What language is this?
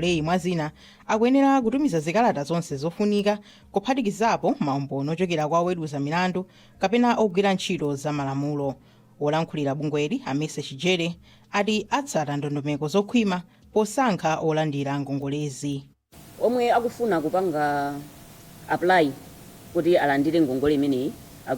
Nyanja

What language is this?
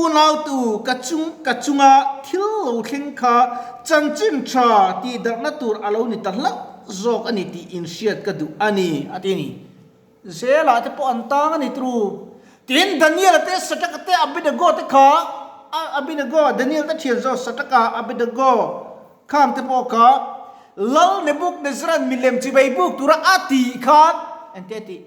Mizo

